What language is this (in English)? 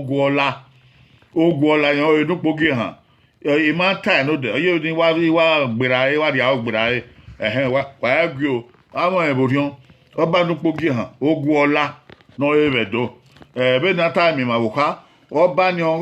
Bini